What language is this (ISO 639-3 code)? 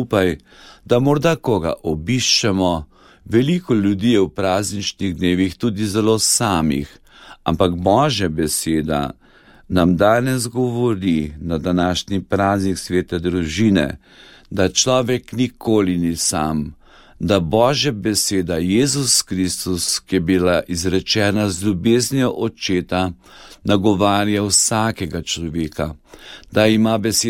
slv